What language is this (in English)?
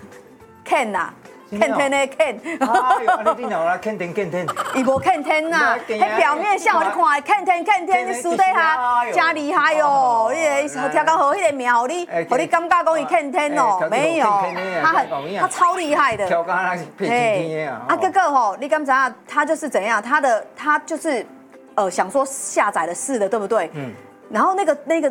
Min Nan Chinese